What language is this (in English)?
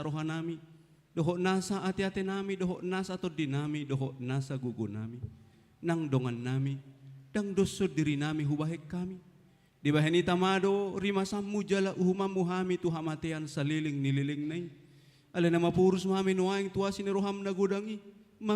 Batak Toba